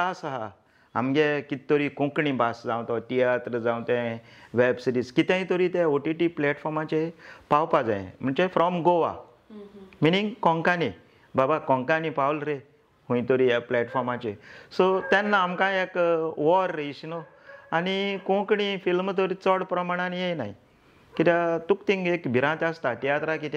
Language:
Konkani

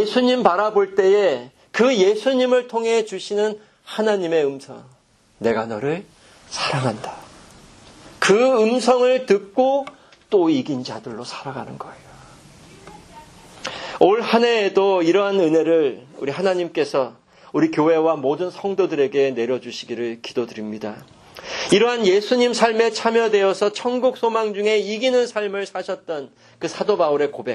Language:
Korean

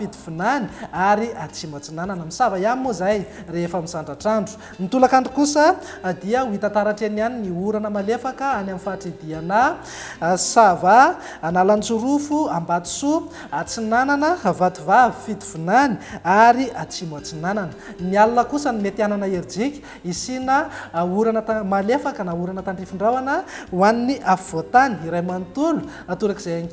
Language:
Malagasy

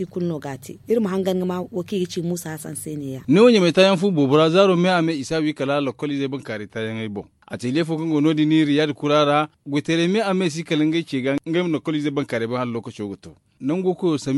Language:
Zarma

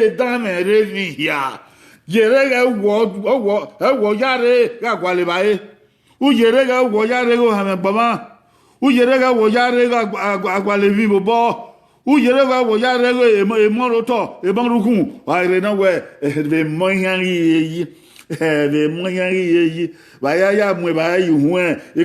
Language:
Bini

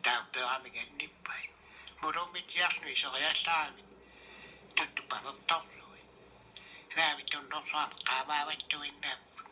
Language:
Kalaallisut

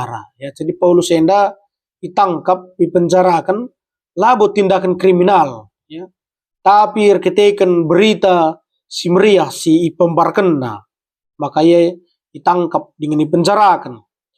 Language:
Batak Karo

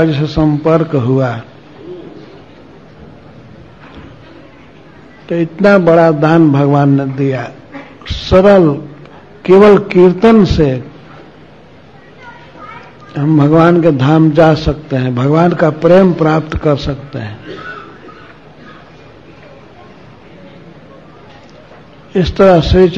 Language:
Hindi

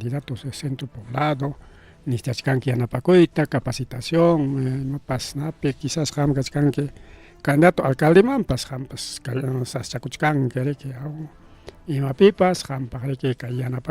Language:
Ayacucho Quechua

